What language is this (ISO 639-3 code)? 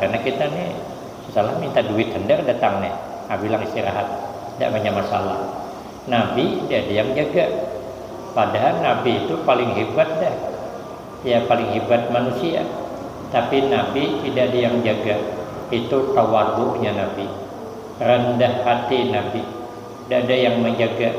bjn